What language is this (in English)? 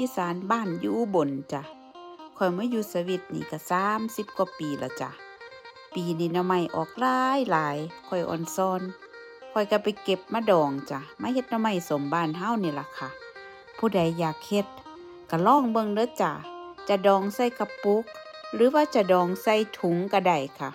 Northeastern Thai